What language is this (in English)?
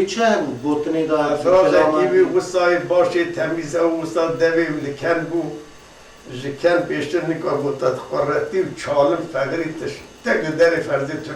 Kurdish